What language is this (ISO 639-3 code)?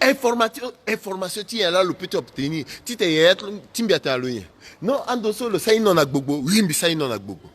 sag